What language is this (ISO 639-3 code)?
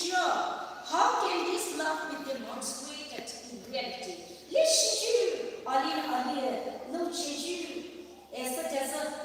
pmx